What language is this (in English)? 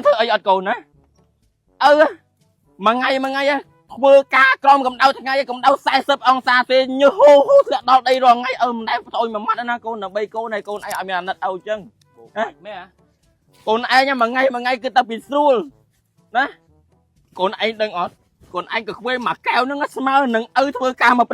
Khmer